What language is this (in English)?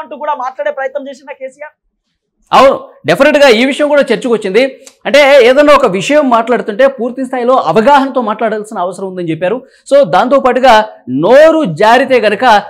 Telugu